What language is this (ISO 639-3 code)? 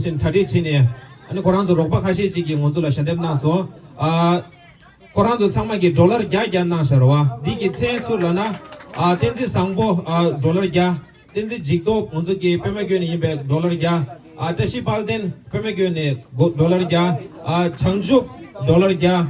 bod